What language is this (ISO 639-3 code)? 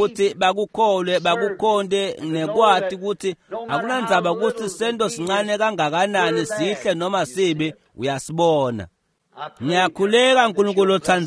ssw